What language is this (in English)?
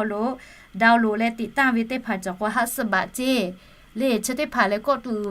Lahu